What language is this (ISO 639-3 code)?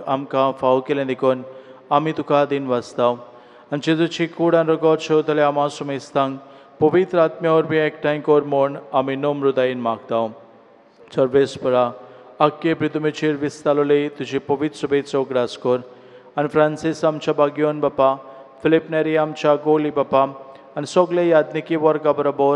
kok